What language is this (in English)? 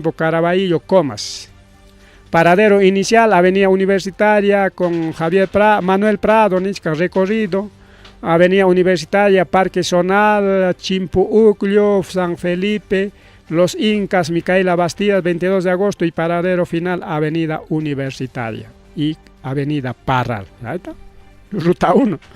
Ayacucho Quechua